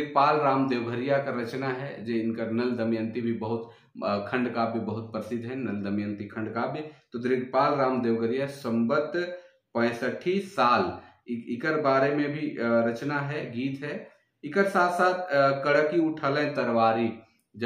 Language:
Sadri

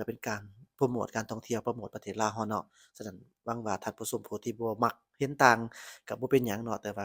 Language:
Lao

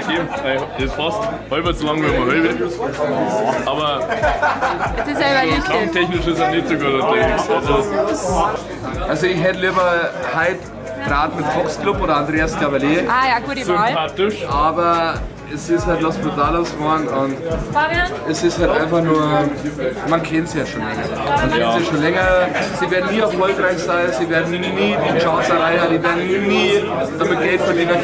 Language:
Bavarian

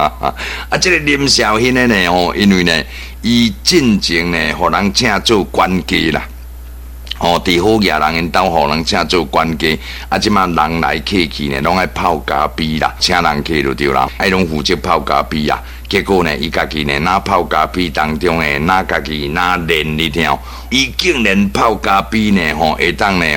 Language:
Min Nan Chinese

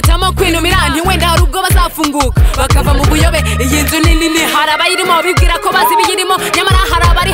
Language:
Kinyarwanda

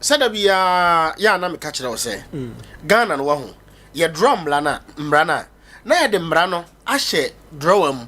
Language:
Akan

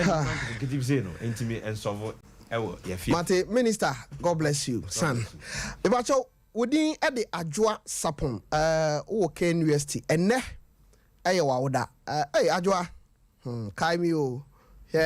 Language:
Akan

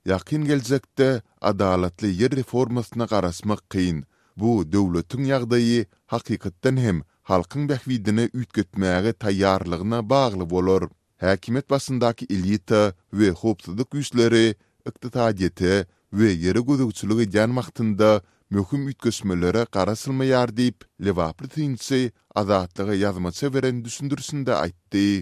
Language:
Turkmen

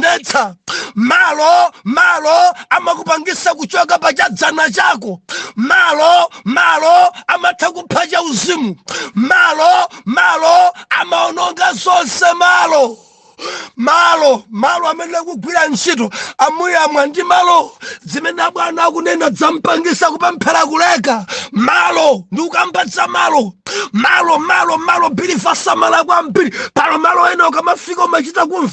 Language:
Nyanja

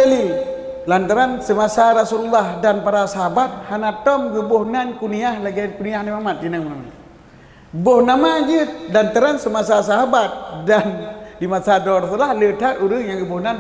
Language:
Achinese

